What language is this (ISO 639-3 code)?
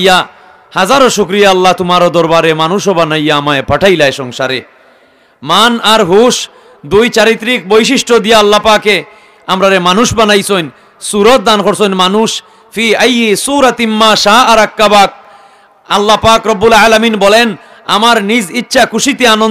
syl